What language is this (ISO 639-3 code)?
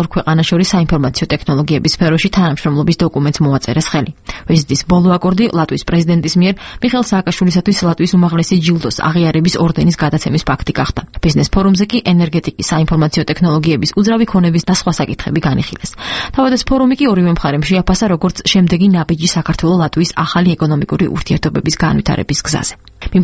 kat